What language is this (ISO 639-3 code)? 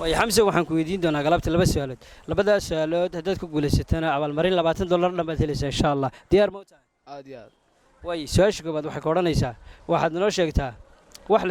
som